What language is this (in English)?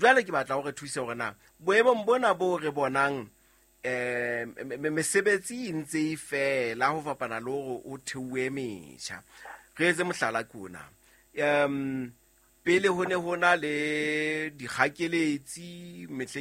Southern Sotho